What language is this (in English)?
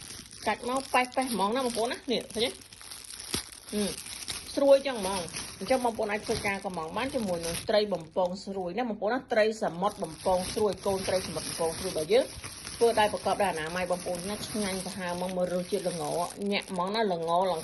Khmer